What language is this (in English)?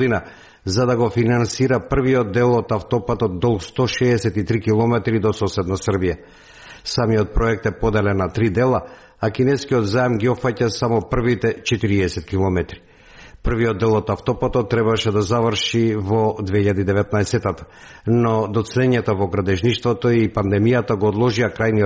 Macedonian